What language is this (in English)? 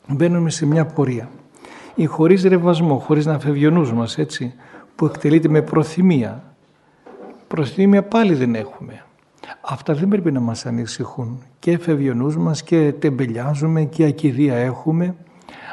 Greek